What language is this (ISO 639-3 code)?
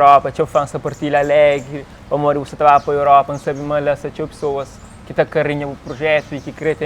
kea